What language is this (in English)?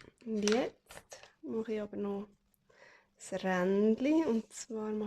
Swiss German